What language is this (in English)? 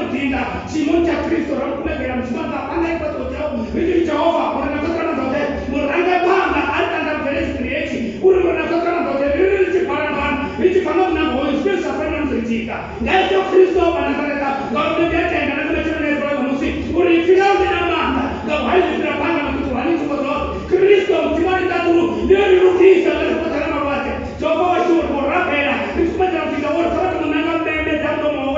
Venda